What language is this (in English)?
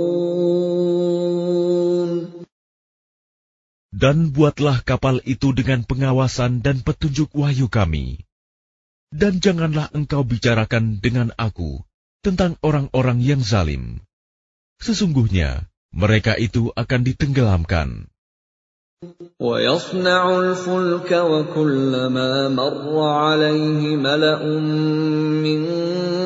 Indonesian